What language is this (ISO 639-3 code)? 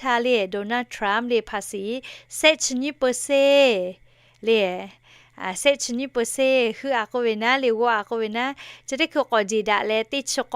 lhu